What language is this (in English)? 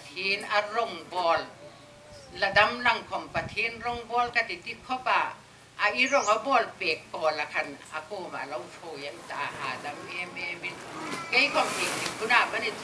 Hmar